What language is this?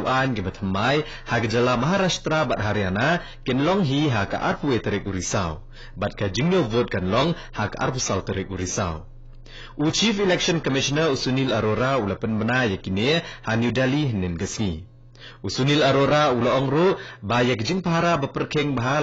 Khasi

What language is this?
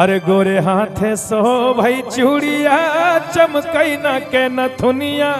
Magahi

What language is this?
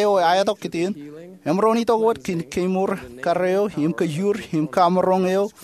Marshallese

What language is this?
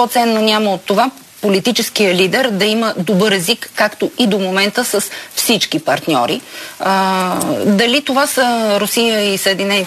Bulgarian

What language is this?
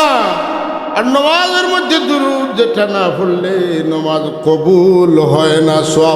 Sylheti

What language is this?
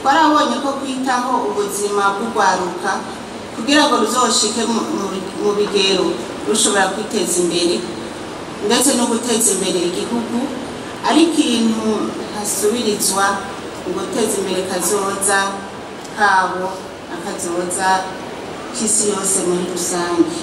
Rundi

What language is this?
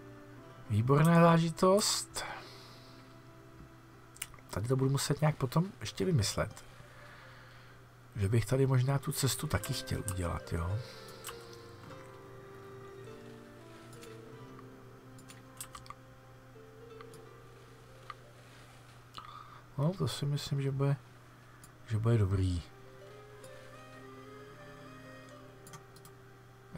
Czech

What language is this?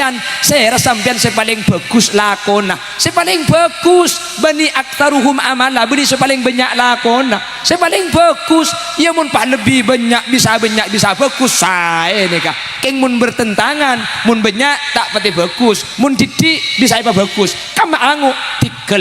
Madurese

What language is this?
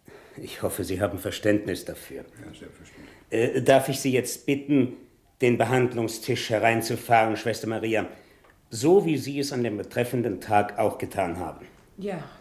Swiss German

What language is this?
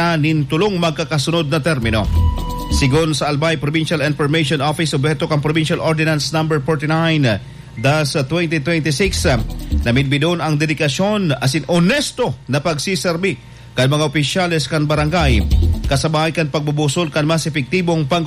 Bikol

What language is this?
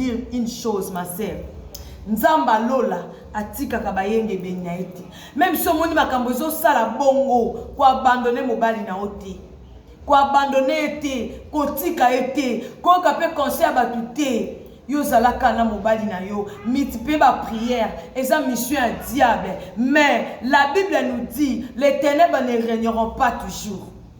Lingala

